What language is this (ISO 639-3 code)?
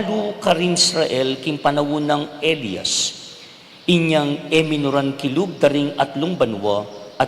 pam